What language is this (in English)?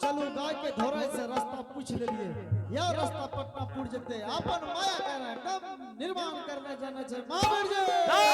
Angika